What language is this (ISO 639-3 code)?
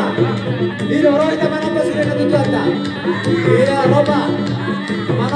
bbc